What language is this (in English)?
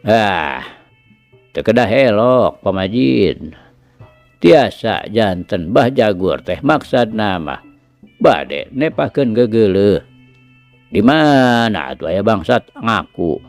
Sundanese